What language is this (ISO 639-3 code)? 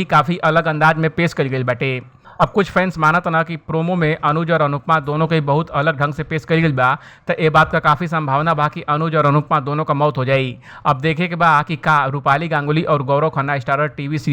bho